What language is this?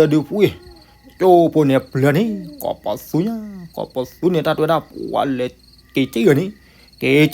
S'gaw Karen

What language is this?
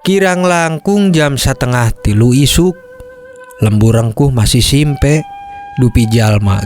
Sundanese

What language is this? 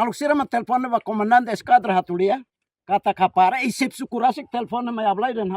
Tetum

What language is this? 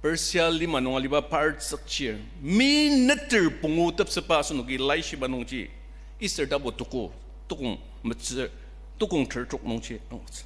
Ao Naga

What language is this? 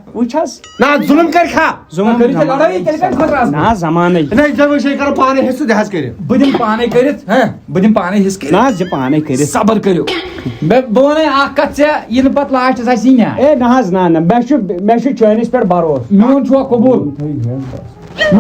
Kashmiri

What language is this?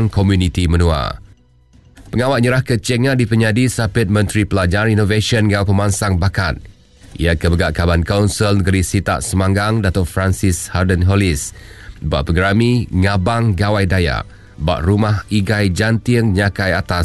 Iban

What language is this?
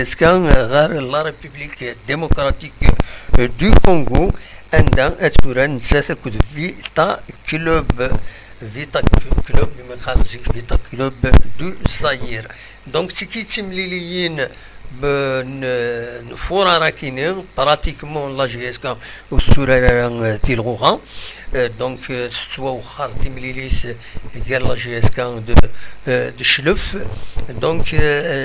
Kabyle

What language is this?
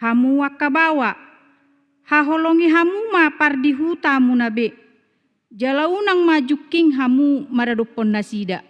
Batak Toba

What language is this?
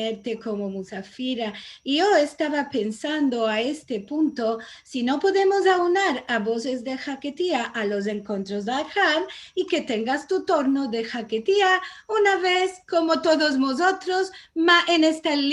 Ladino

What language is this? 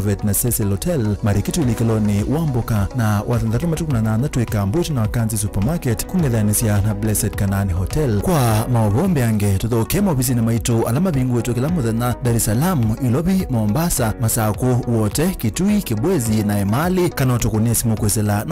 Kamba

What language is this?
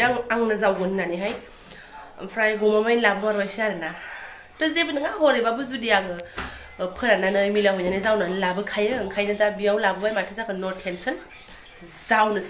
Bodo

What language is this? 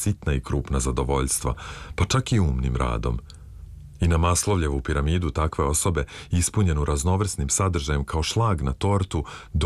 Serbian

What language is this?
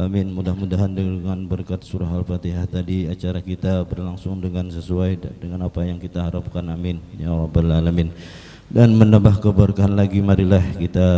Banjar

